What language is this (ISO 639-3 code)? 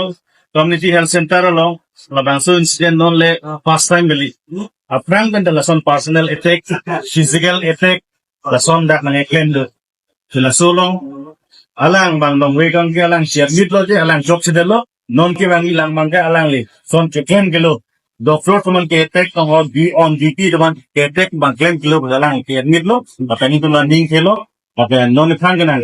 mjw